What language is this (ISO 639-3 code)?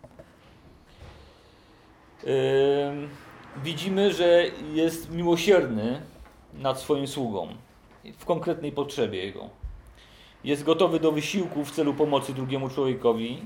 pol